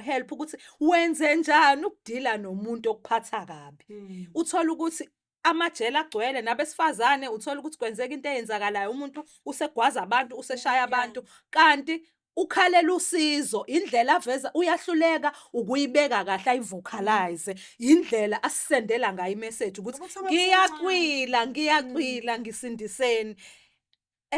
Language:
Zulu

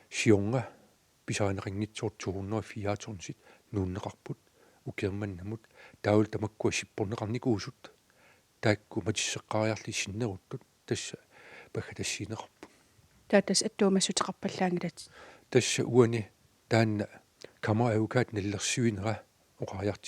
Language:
Kalaallisut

